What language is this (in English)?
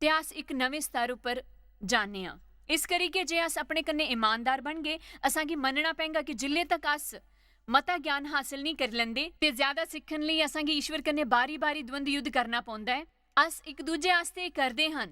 Dogri